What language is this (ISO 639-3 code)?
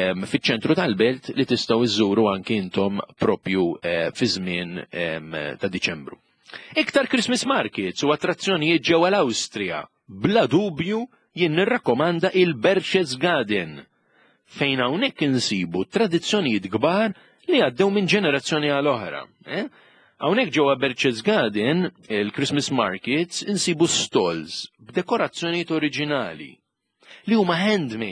mlt